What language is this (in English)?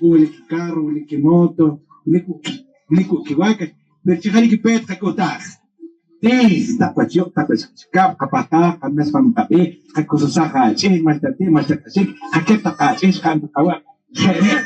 Poqomchi'